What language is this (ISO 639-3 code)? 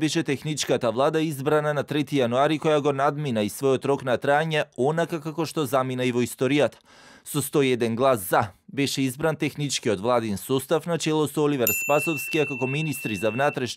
mkd